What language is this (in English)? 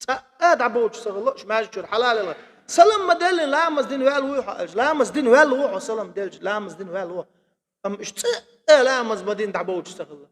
Chechen